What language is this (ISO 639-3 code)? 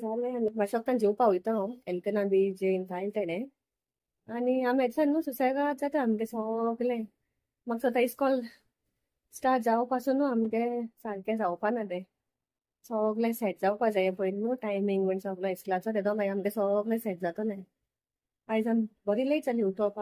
kok